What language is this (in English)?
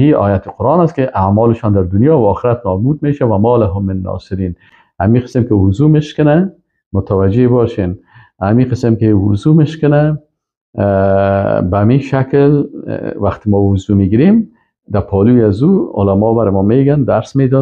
Persian